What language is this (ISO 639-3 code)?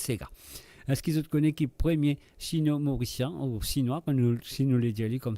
mfe